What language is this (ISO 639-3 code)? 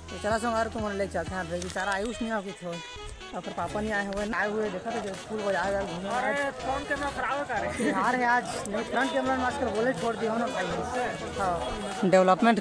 hne